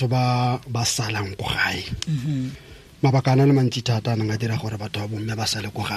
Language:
Tswana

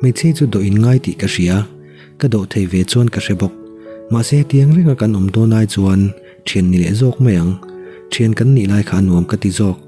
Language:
Mizo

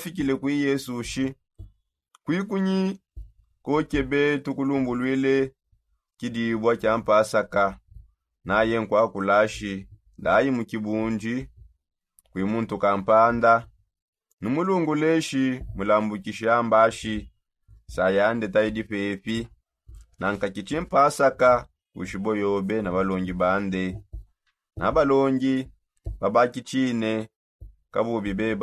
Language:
Songe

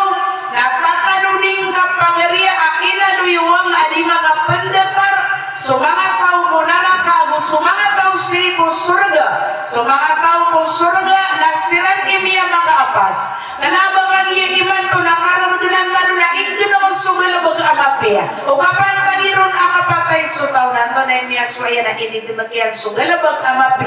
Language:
Maranao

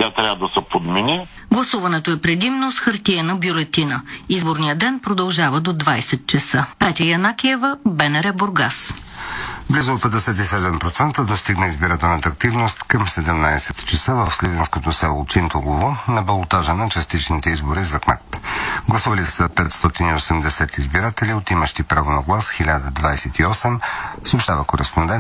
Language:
Bulgarian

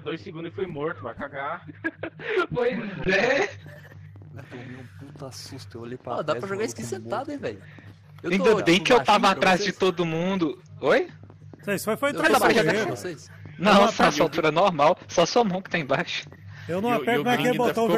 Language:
Portuguese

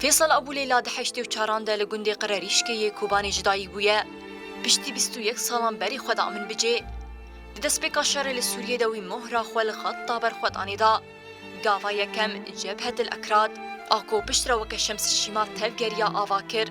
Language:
Kurdish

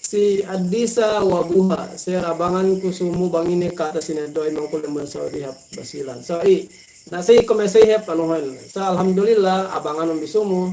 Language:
Yakan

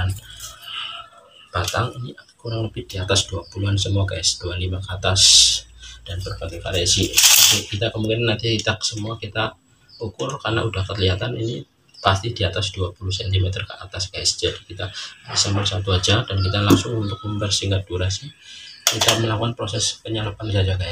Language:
Indonesian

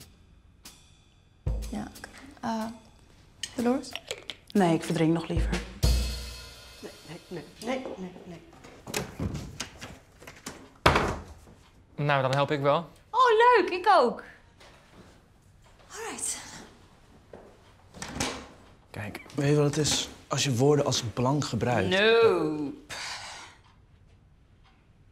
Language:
Dutch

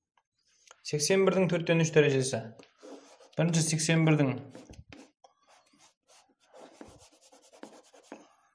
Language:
Kazakh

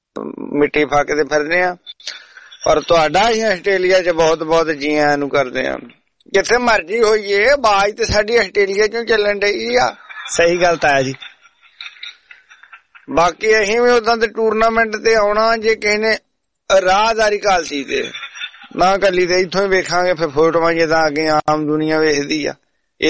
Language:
Punjabi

